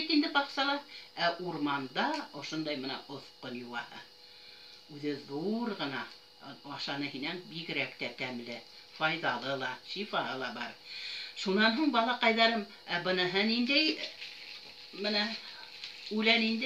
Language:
Bashkir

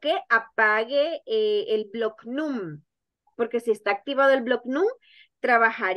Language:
Spanish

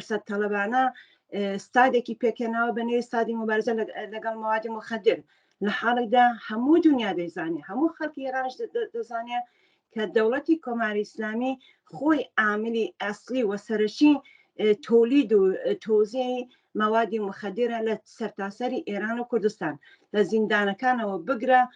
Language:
Central Kurdish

